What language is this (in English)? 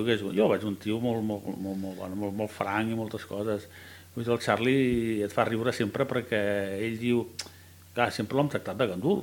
Catalan